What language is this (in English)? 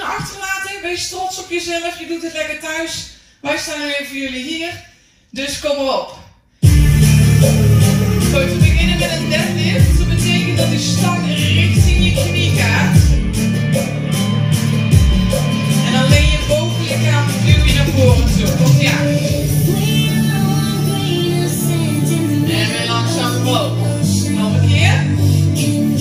Dutch